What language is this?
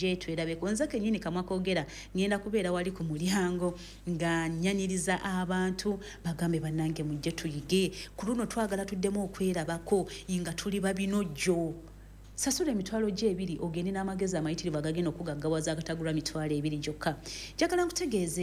Ganda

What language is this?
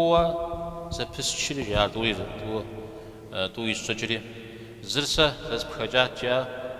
Kabardian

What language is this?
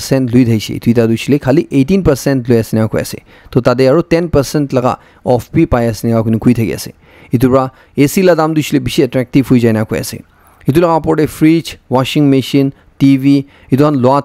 Naga Pidgin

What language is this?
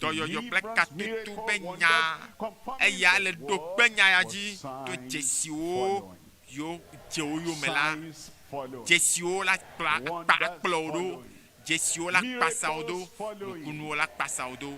Ewe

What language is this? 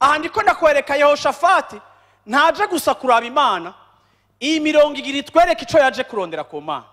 Rundi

